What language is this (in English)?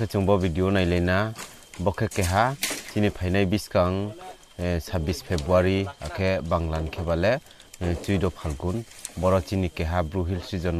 Riang (India)